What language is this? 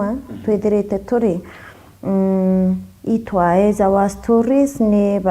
Meru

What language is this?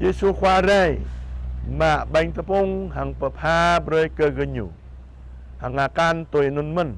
Jarai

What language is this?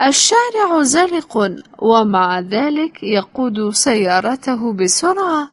Latvian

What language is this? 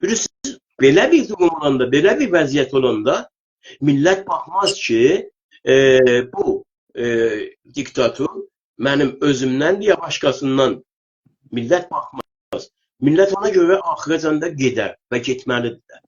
South Azerbaijani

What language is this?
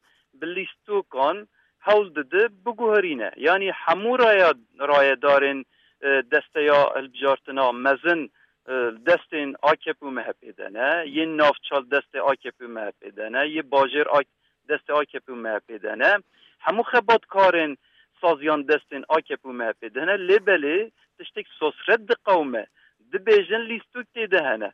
Kurdish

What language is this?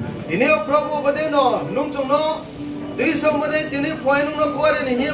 Riang (India)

